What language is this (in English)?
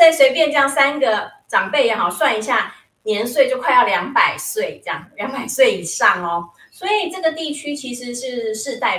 Chinese